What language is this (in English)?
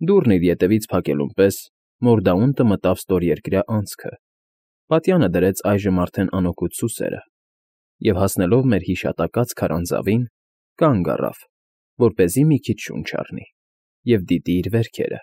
Armenian